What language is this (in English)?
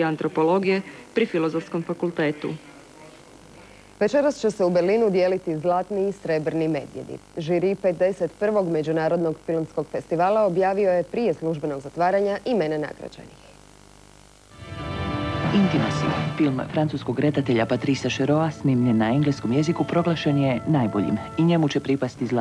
Croatian